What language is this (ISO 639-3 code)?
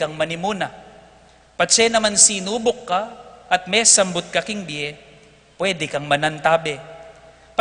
pam